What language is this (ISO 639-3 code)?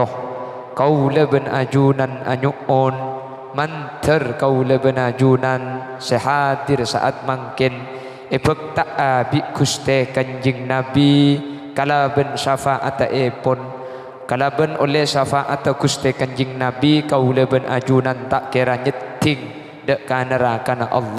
mad